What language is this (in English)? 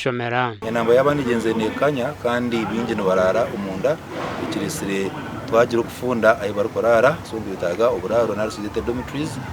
Nyankole